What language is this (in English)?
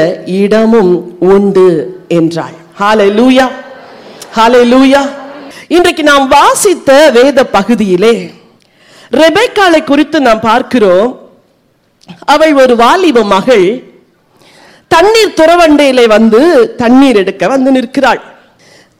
Tamil